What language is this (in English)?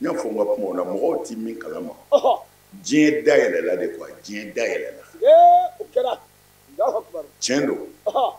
Bambara